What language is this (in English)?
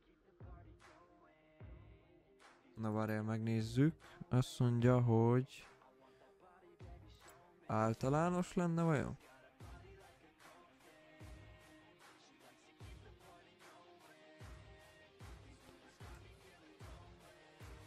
Hungarian